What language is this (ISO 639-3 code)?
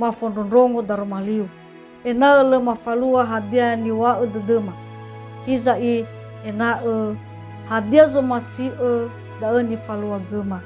nia